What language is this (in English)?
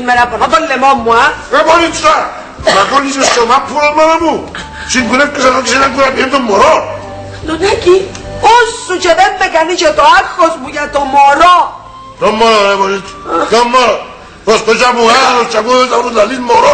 Greek